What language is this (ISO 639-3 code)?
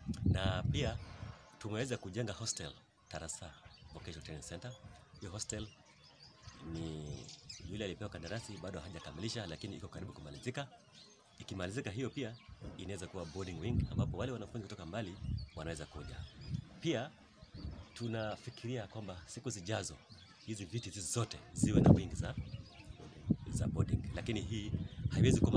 swa